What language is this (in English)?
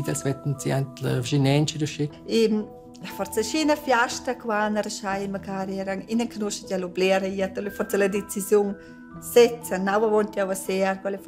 Romansh